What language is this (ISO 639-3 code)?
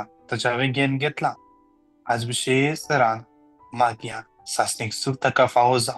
kok